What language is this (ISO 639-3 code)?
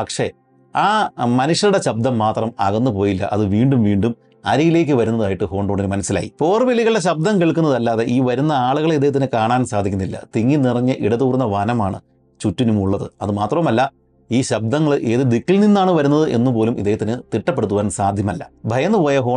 mal